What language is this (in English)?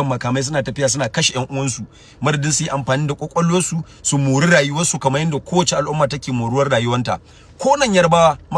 Hausa